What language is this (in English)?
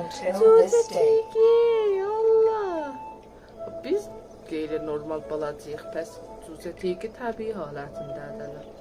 South Azerbaijani